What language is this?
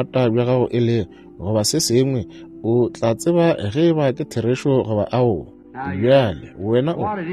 Northern Sotho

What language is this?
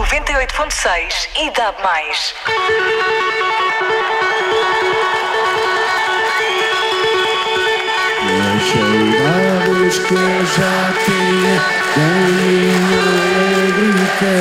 Portuguese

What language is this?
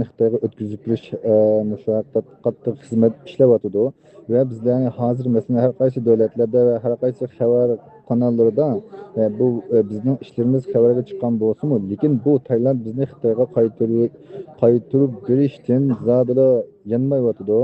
Uyghur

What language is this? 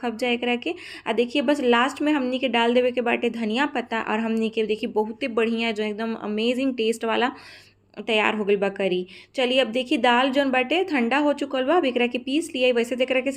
Bhojpuri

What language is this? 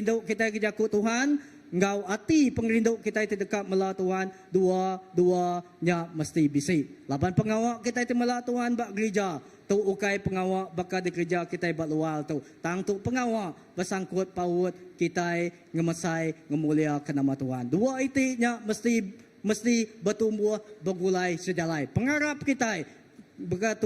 Iban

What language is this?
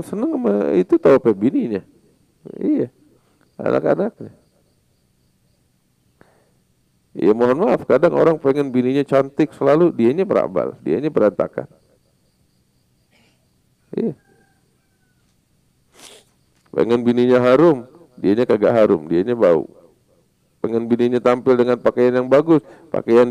Indonesian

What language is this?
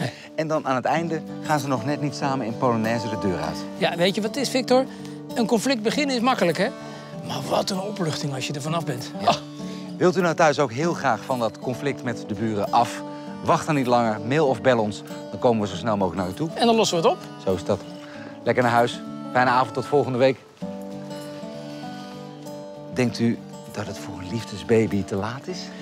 Dutch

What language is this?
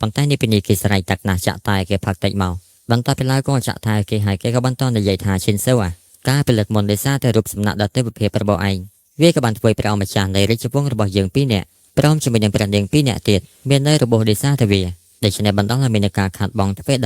Khmer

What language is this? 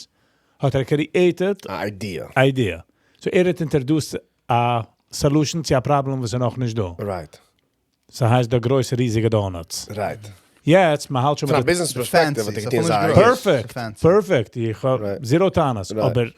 Yiddish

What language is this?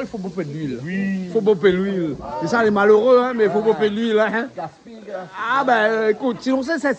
Réunion Creole French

